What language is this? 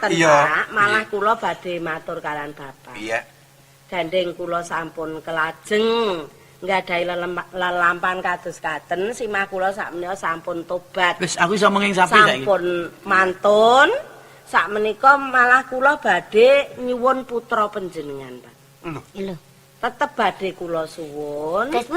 Javanese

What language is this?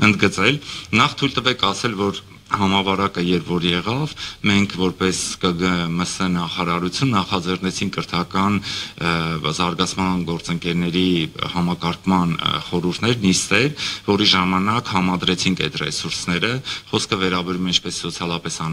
Armenian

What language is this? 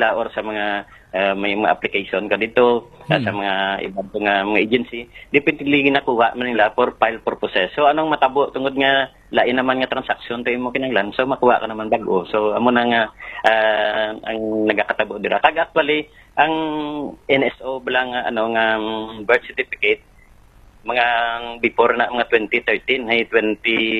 Hiligaynon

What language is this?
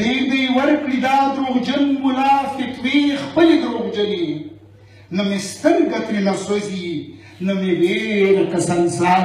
Pashto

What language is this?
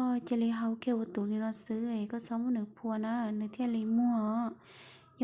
Hmong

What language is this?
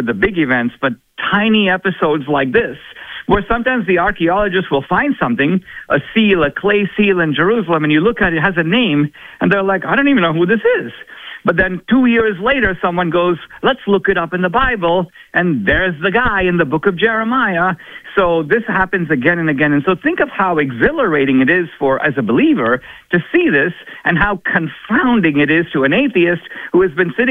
English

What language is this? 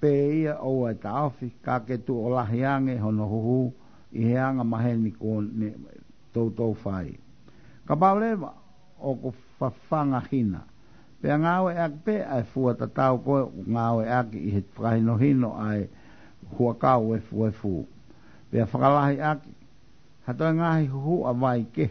Tongan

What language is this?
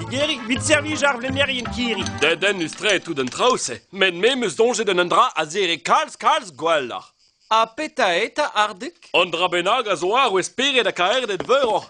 Breton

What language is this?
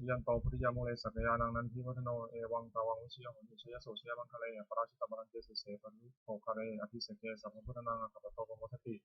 Pali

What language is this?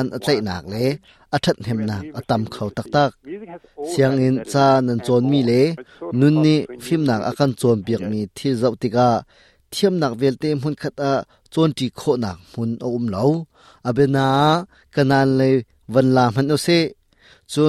Hakha Chin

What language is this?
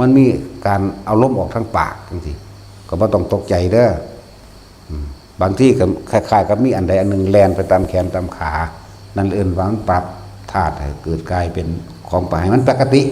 Northeastern Thai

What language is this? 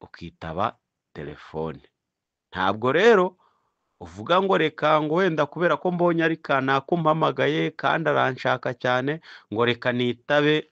Kinyarwanda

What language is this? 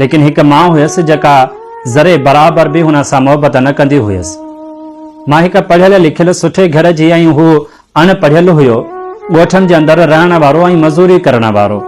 Sindhi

